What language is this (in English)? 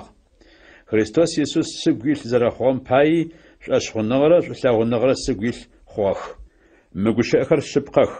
Adyghe